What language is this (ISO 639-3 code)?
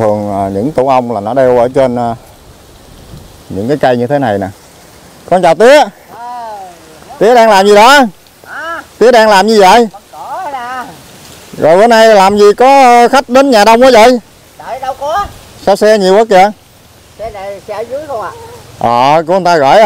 vie